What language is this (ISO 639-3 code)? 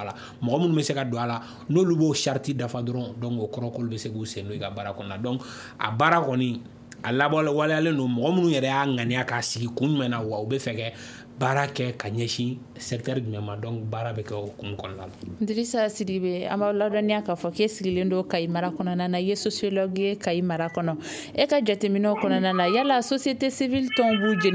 bam